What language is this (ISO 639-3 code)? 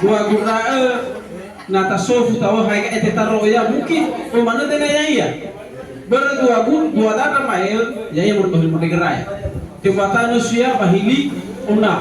nia